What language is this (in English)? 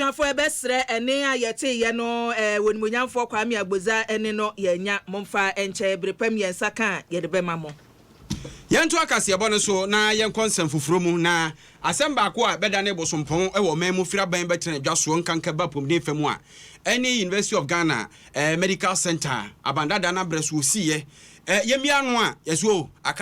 Akan